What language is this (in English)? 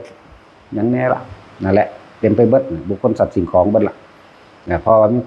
Northeastern Thai